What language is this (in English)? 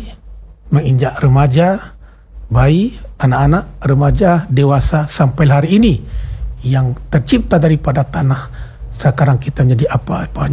Malay